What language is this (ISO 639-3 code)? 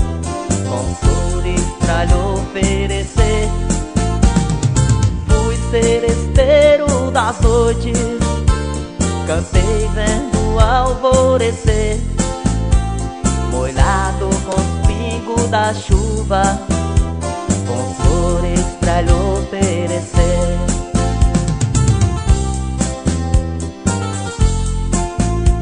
por